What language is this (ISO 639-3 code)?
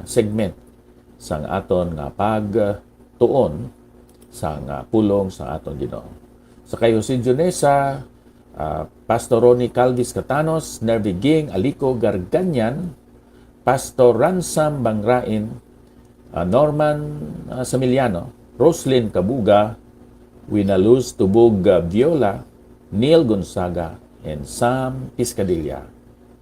hil